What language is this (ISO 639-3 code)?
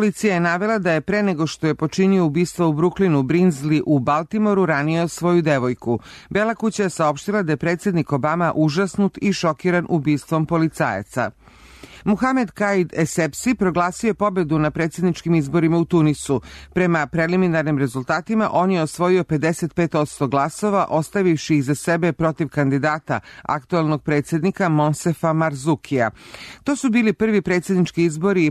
srp